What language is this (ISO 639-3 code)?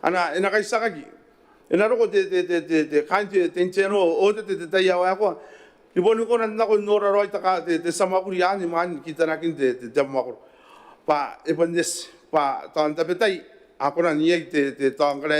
gil